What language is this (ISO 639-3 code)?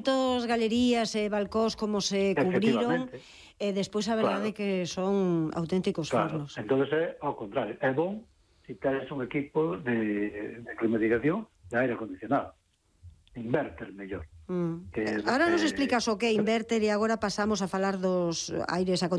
glg